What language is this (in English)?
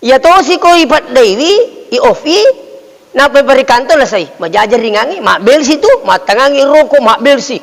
Buginese